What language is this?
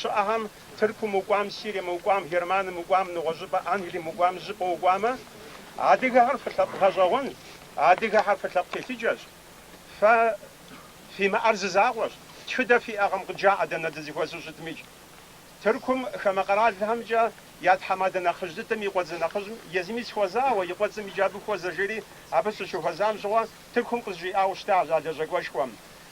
Kabardian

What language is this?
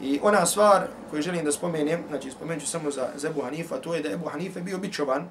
Bosnian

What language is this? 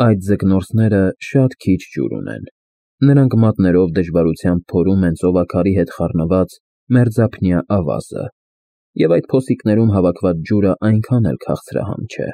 Armenian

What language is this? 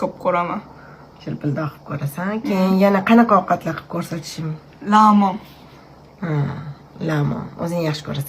Uzbek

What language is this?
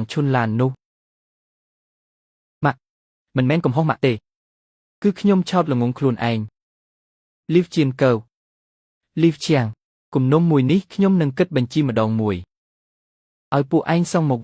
Khmer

